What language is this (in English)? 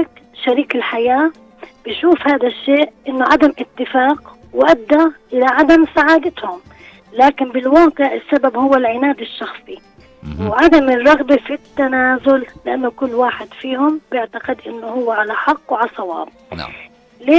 North Levantine Arabic